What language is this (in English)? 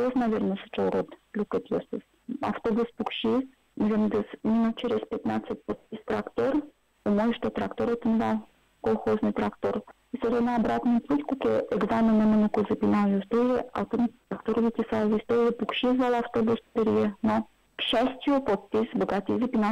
Udmurt